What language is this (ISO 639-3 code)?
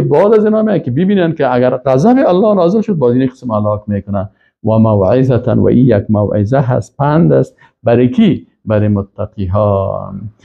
fas